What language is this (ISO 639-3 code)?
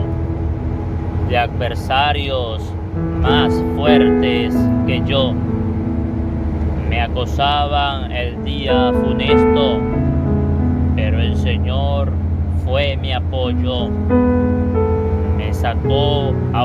spa